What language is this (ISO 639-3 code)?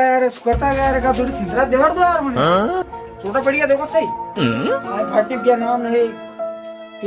raj